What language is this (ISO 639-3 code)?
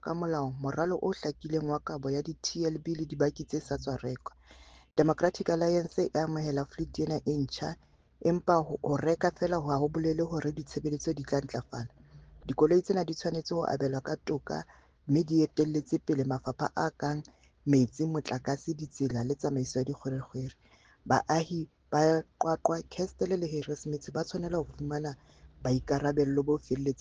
sot